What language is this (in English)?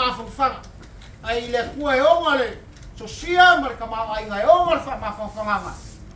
Samoan